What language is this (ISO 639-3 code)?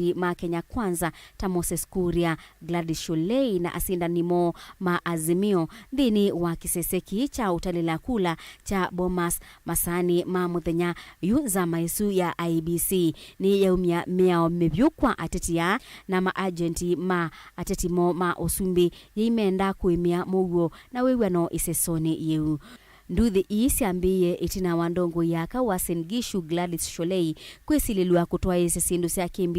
kam